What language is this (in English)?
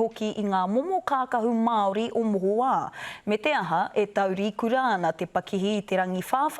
Māori